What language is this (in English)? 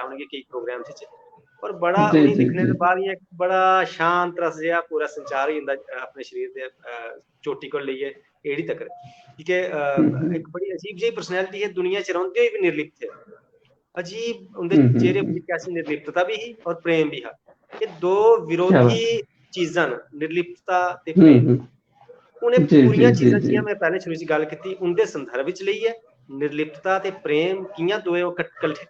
Dogri